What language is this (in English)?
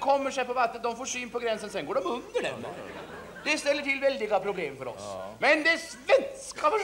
Swedish